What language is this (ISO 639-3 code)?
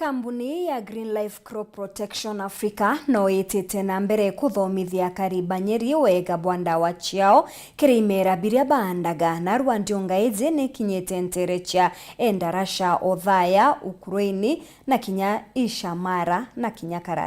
mer